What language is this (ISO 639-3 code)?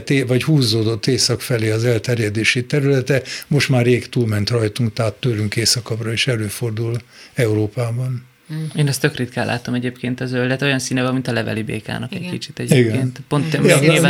hun